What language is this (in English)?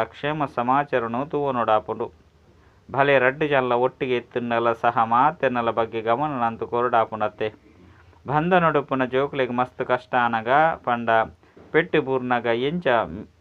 Tulu